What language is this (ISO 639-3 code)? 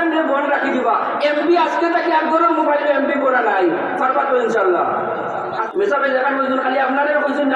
syl